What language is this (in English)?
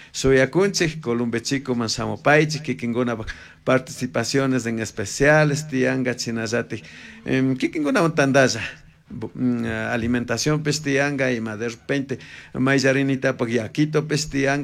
Chimborazo Highland Quichua